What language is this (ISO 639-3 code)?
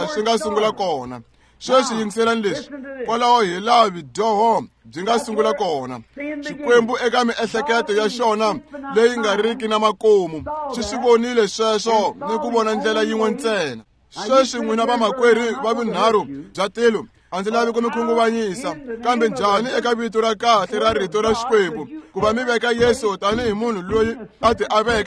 tso